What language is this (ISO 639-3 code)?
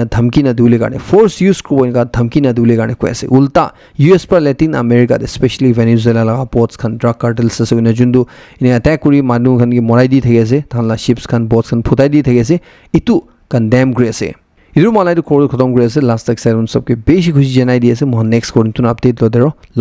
nag